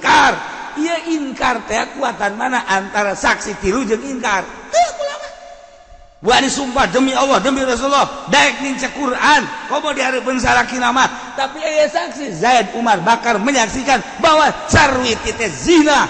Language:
Sundanese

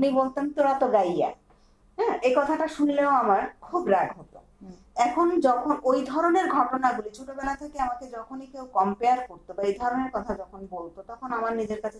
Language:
Bangla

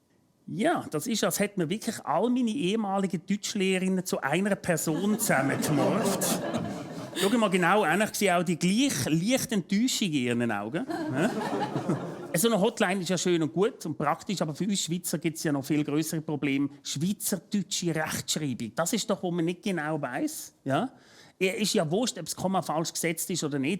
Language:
Swiss German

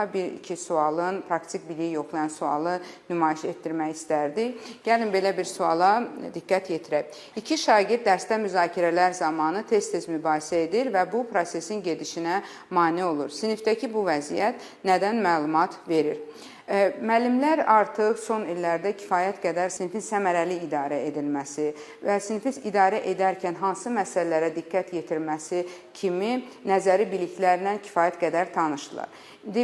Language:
Azerbaijani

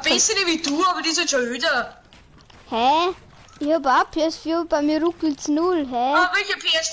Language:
Bavarian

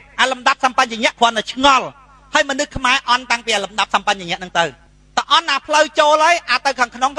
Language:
Khmer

